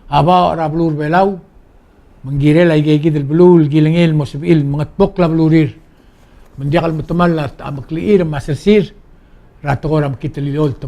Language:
Palauan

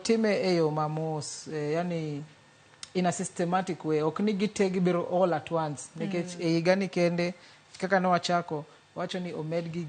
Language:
Luo (Kenya and Tanzania)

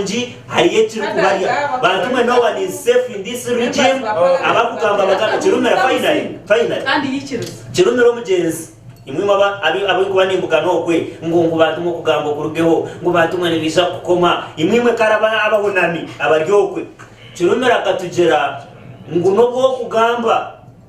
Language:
Nyankole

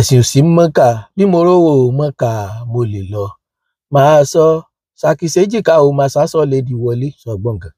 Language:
Yoruba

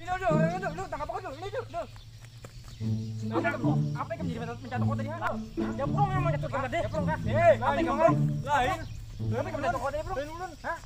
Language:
Banjar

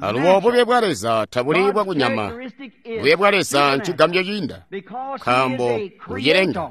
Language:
Tonga (Zambia)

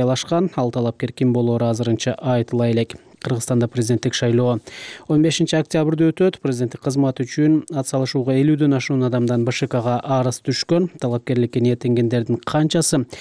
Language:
Kyrgyz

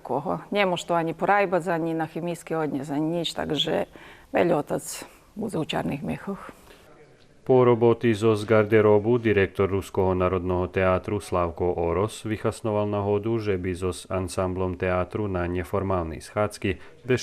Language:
Rusyn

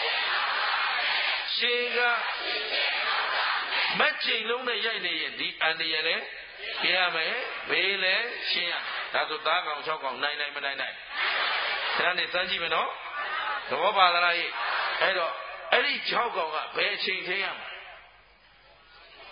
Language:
Burmese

